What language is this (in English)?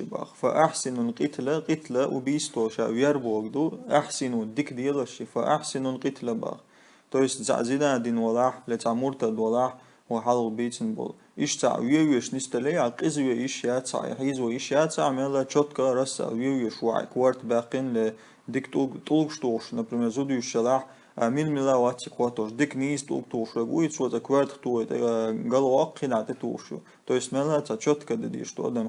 Chechen